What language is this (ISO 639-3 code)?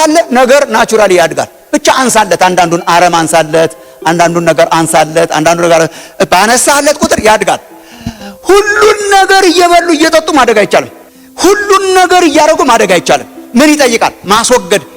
amh